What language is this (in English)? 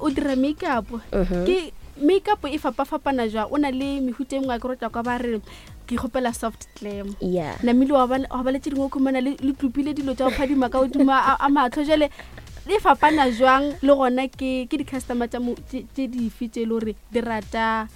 Northern Sotho